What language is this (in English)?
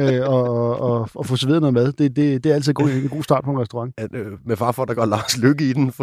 Danish